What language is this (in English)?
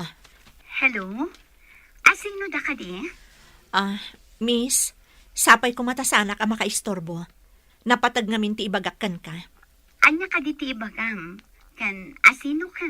Iloko